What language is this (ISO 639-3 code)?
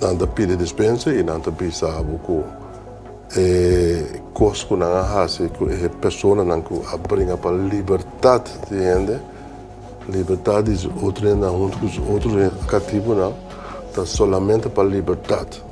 pap